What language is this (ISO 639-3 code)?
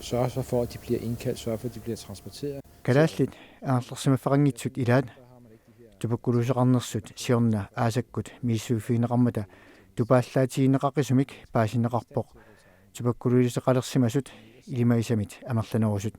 kal